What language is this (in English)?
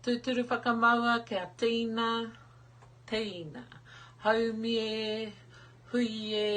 Māori